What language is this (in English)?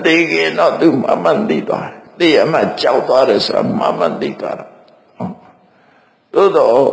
Burmese